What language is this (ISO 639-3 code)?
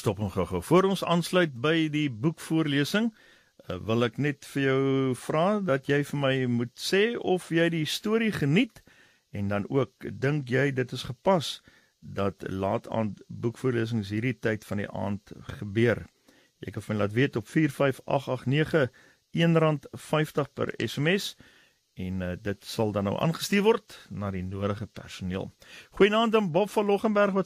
afr